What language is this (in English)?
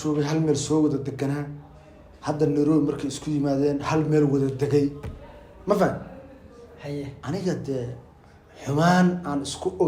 Somali